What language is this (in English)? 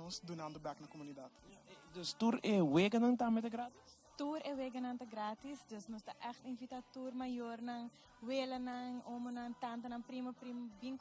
Papiamento